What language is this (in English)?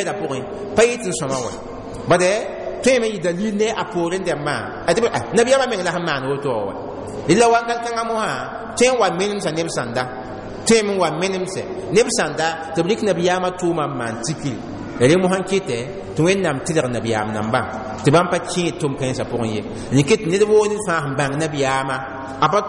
Mossi